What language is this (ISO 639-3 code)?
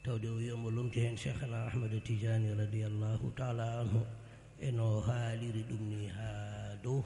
ful